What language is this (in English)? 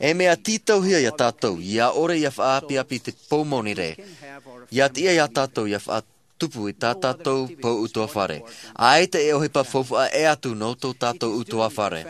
Tahitian